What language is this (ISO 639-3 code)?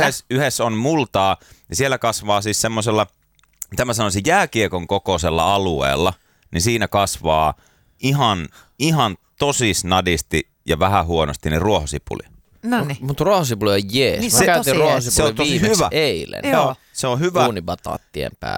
fin